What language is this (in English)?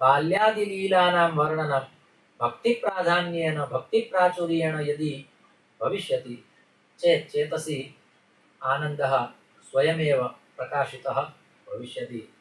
Sanskrit